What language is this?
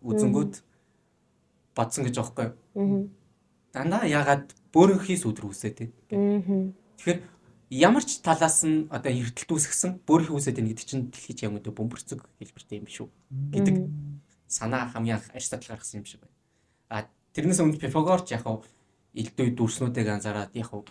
Mongolian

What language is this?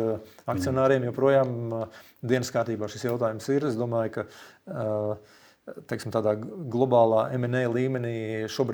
Latvian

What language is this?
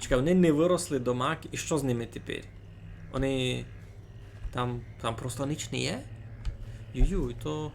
Rusyn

